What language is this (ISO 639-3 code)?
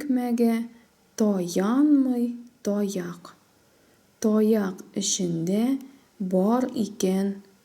tat